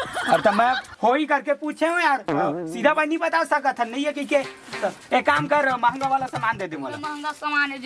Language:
Chhattisgarhi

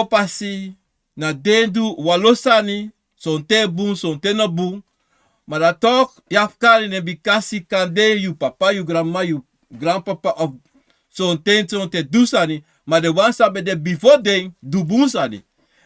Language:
Sranan Tongo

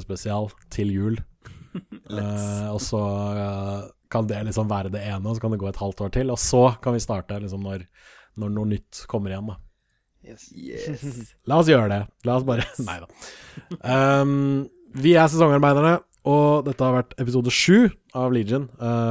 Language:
Norwegian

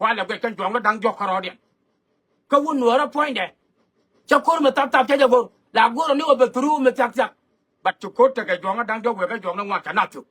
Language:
Nuer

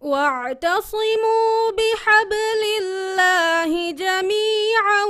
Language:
Divehi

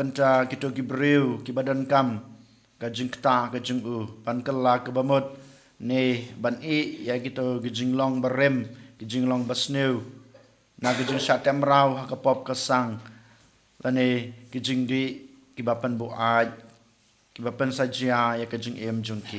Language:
Khasi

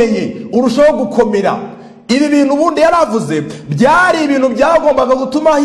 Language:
Kinyarwanda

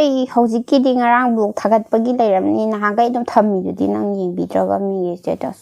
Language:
Manipuri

